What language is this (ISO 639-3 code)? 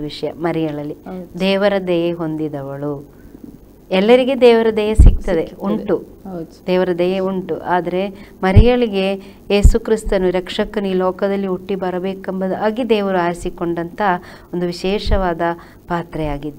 kan